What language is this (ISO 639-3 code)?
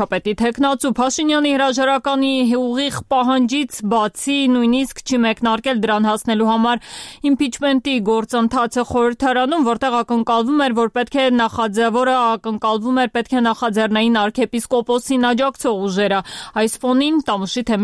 hye